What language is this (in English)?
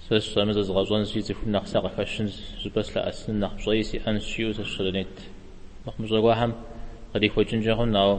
Kabardian